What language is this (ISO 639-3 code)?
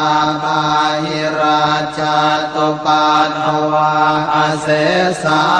pli